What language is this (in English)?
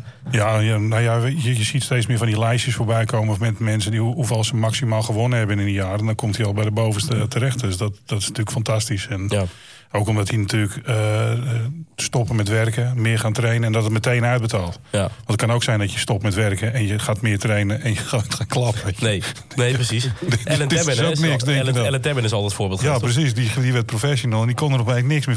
Dutch